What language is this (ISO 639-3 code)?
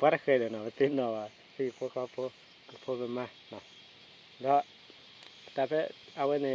ksw